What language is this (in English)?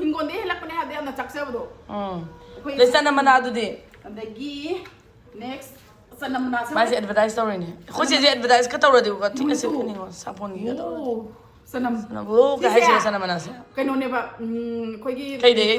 Manipuri